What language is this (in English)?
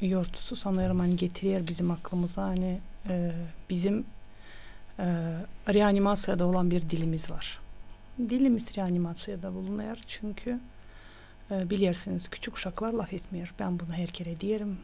Gagauz